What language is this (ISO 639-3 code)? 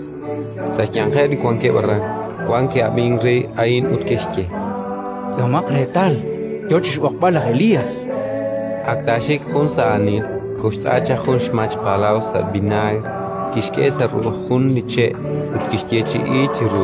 kek